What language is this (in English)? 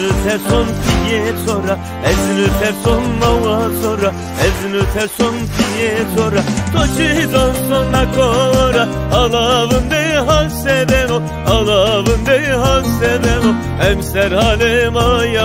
Zaza